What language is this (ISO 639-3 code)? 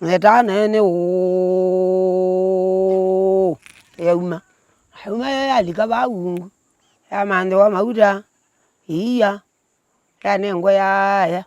kam